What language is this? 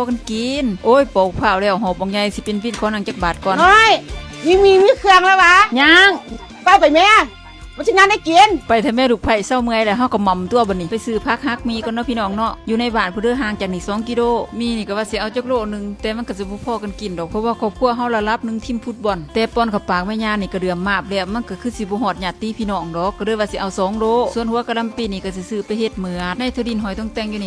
Lao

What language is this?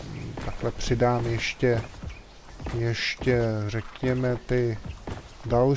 Czech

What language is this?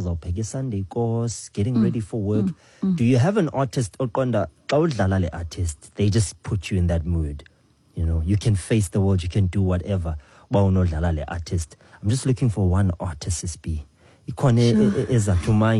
Xhosa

